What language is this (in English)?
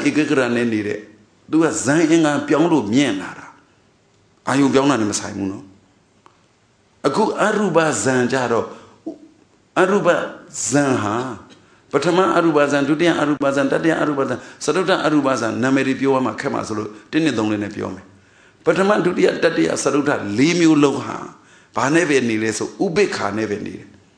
Burmese